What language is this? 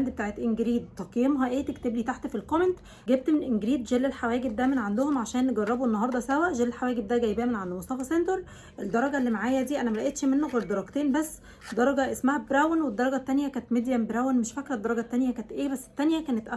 Egyptian Arabic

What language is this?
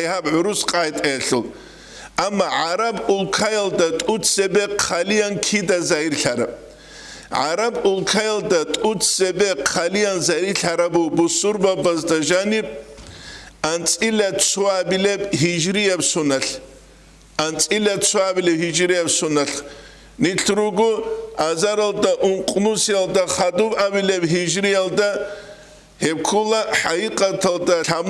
Avaric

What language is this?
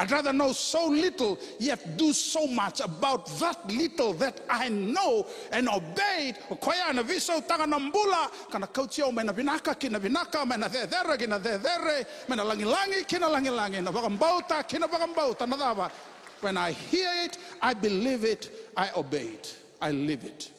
Fijian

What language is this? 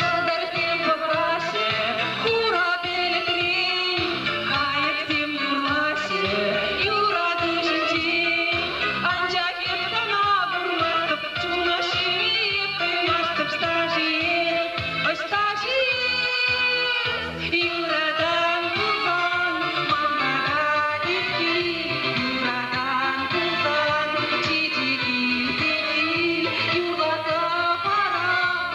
Chuvash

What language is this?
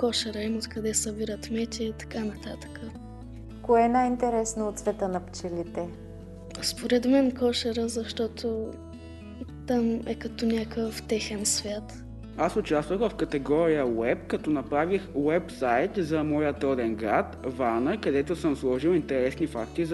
Bulgarian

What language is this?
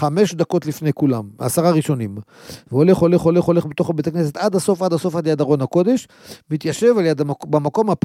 Hebrew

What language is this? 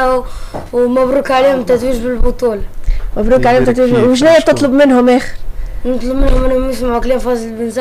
Tunisian Arabic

